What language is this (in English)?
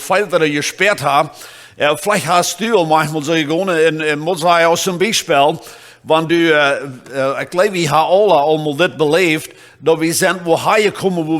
Plautdietsch